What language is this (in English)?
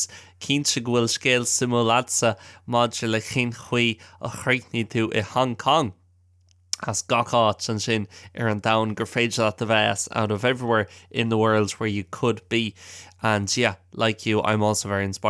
Irish